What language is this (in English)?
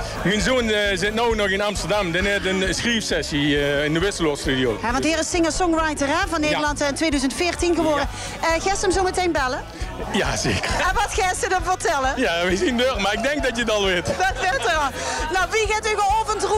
Limburgish